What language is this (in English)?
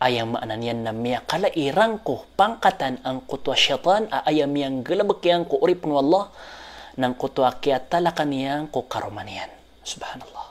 Maranao